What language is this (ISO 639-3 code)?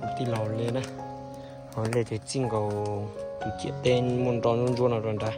hmn